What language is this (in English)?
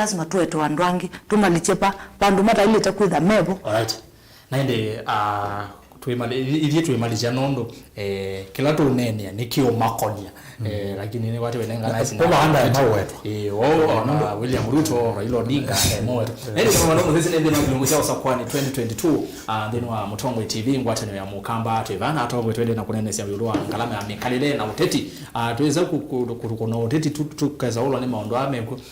Kamba